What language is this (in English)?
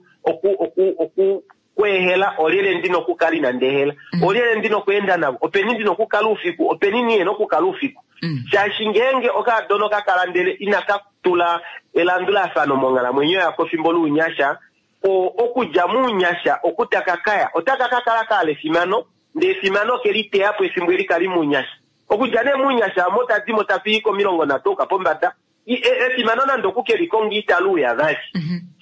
Kuanyama